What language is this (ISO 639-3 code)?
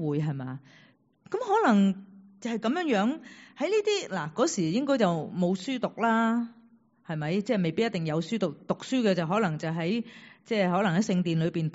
yue